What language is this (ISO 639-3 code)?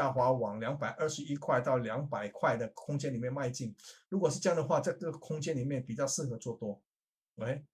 zho